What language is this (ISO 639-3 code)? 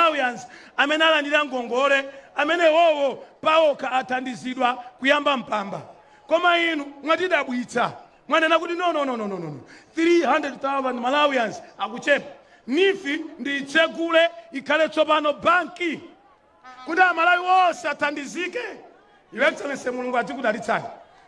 nya